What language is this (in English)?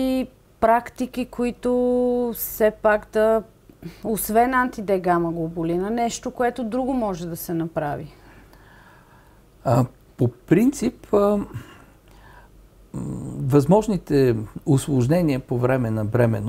Bulgarian